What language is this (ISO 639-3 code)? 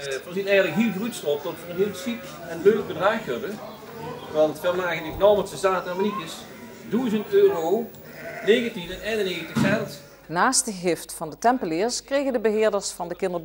lim